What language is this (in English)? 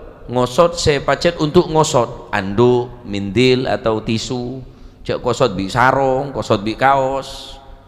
Madurese